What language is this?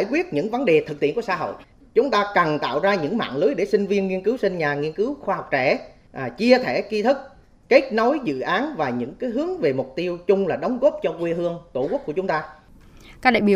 Vietnamese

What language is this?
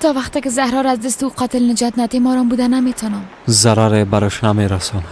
Persian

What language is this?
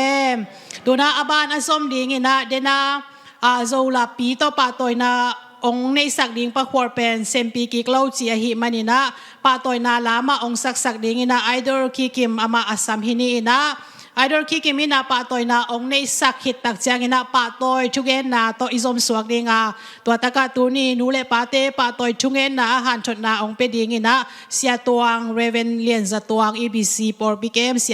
Tedim Chin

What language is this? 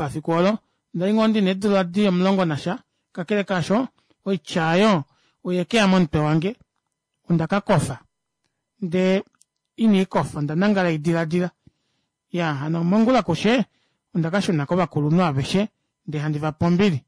Kuanyama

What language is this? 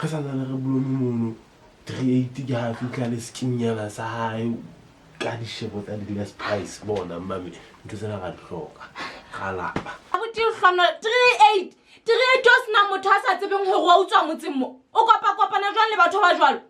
Southern Sotho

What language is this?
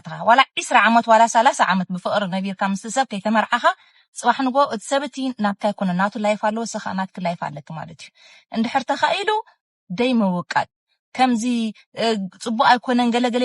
Tigrinya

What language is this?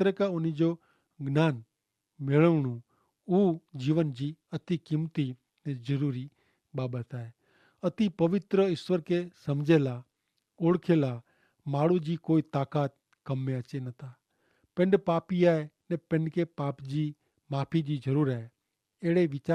Kachhi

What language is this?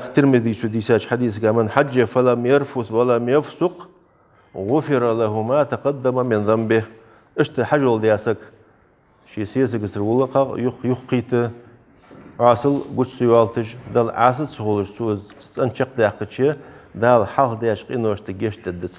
Ingush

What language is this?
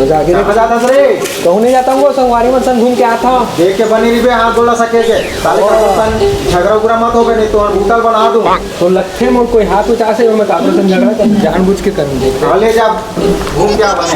Chhattisgarhi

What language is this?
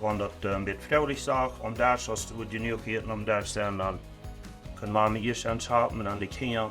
Plautdietsch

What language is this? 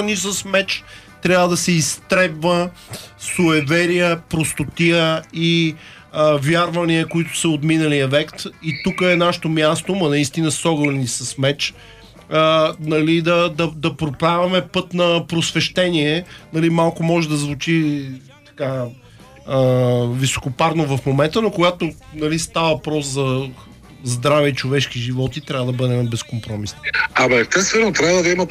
Bulgarian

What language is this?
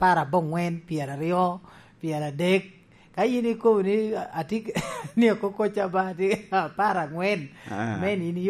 Lango (Uganda)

